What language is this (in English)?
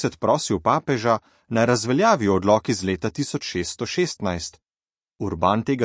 Slovenian